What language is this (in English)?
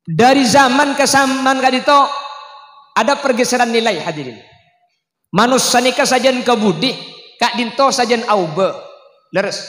Madurese